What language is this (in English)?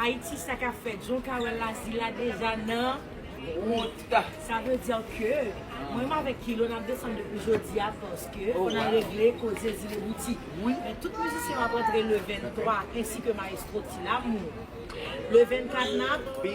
Haitian Creole